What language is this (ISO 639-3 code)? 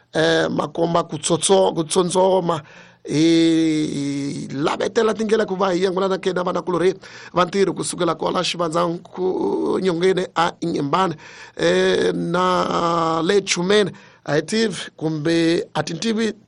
tso